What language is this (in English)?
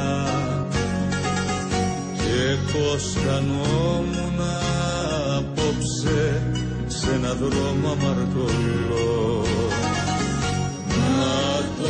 Greek